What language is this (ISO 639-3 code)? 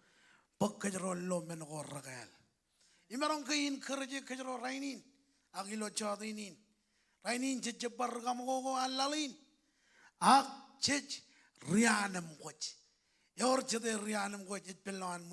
mah